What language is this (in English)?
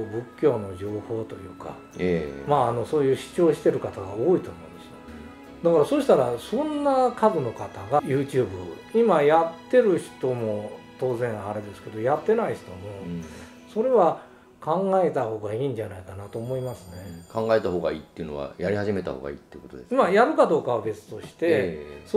Japanese